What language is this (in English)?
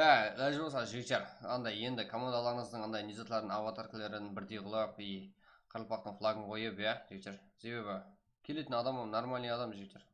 Kara-Kalpak